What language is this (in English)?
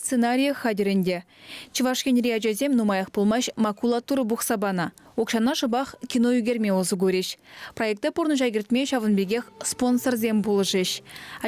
Chuvash